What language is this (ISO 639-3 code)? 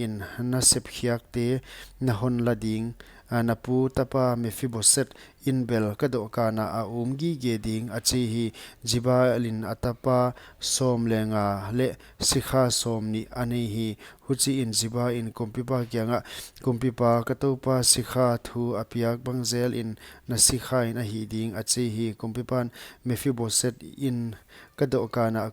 pck